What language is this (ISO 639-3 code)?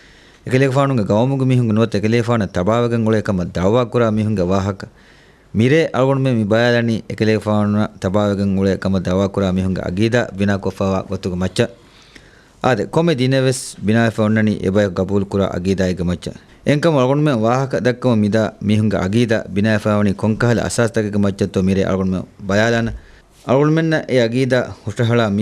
div